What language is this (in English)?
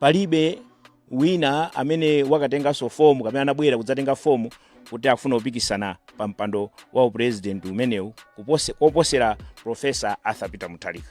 Nyanja